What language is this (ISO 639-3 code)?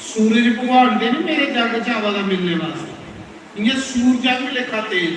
doi